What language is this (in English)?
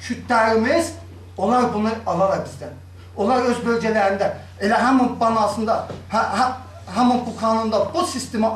South Azerbaijani